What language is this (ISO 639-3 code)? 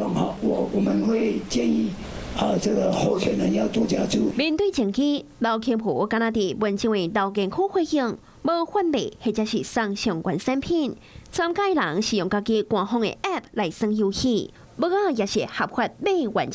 nan